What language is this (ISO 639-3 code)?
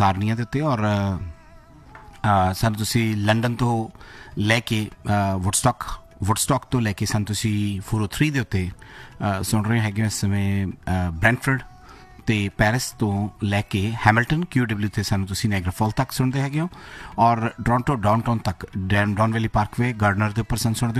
pan